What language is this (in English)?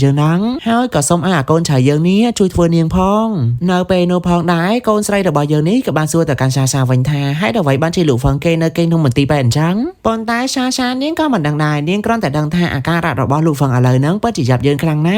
Khmer